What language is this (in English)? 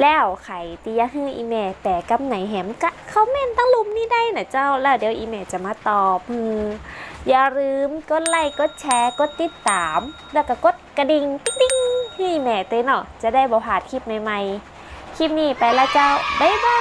Northern Thai